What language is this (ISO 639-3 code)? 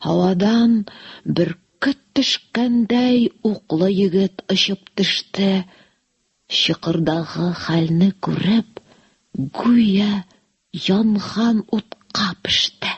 tat